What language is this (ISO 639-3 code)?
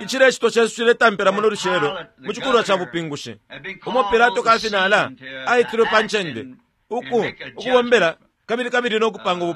bem